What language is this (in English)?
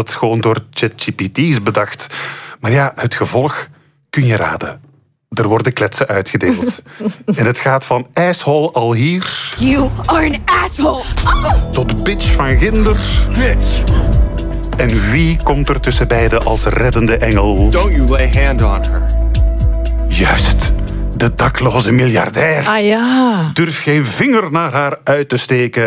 Dutch